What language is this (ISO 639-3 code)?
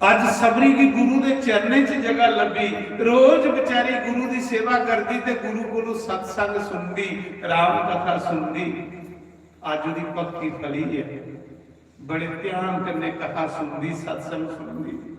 doi